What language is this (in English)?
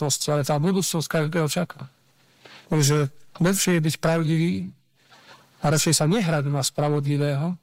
Slovak